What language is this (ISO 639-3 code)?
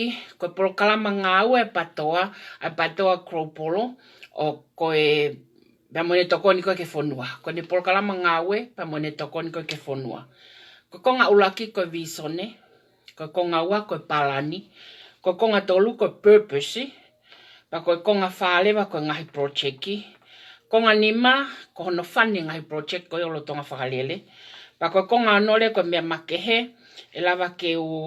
ton